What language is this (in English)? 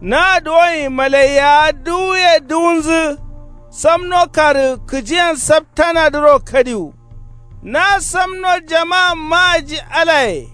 Kanuri